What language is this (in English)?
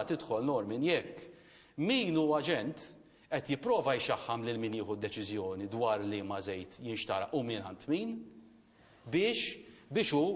Maltese